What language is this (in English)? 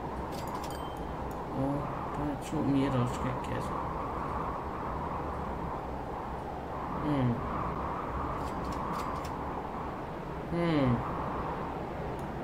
Danish